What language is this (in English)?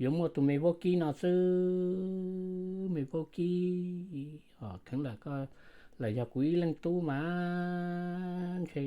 Hmong